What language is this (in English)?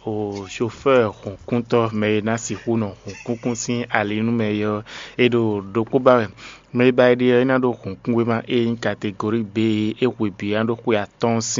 Fon